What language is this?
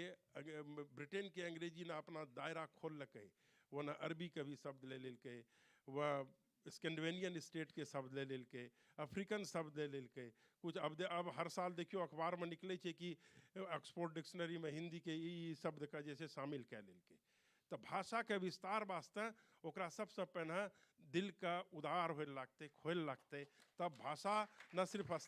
Maithili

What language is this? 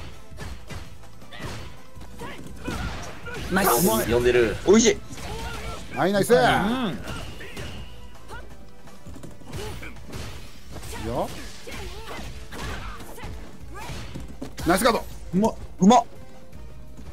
Japanese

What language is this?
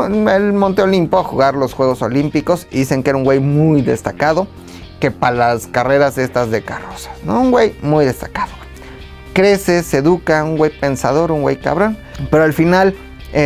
Spanish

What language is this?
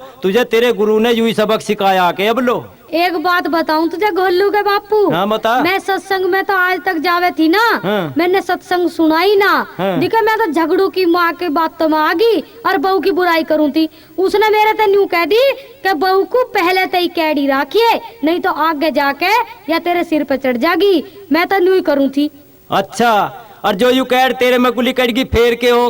Haryanvi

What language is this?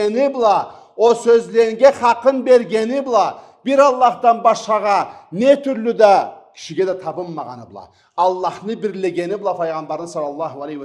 Karachay-Balkar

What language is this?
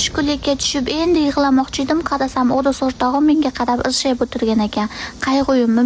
Uzbek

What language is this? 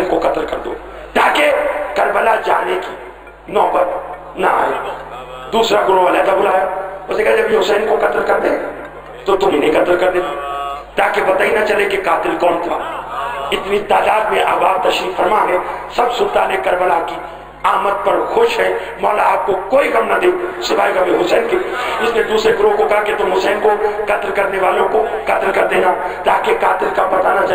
Urdu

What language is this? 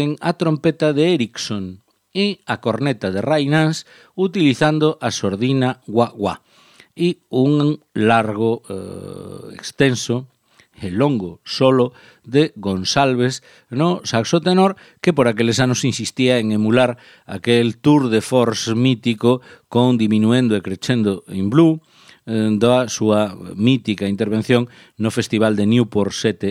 Galician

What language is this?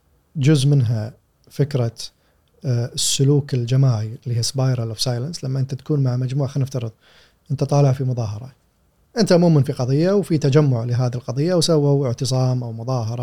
Gulf Arabic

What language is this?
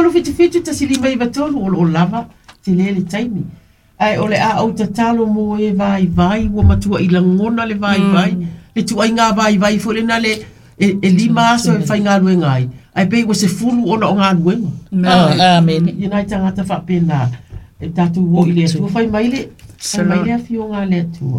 Samoan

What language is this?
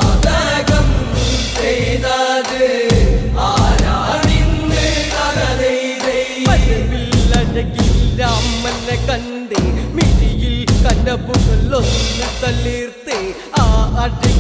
Malayalam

